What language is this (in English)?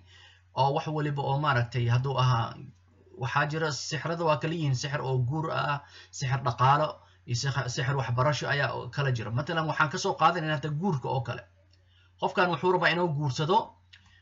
Somali